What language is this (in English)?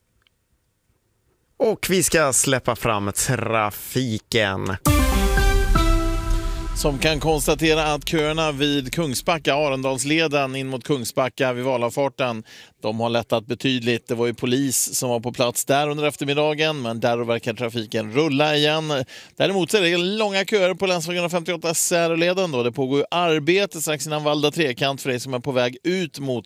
Swedish